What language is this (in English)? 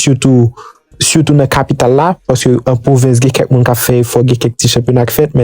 Haitian Creole